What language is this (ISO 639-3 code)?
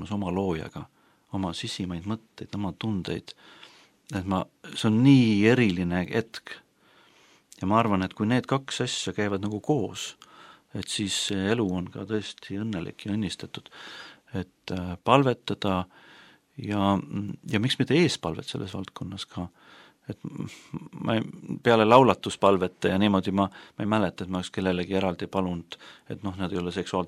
est